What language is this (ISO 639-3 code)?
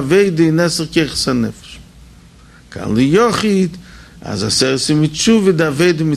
yid